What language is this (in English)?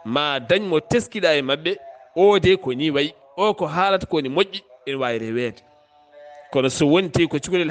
Fula